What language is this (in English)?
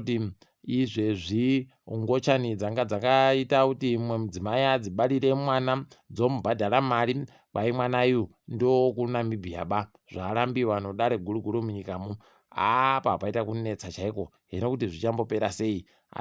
Ndau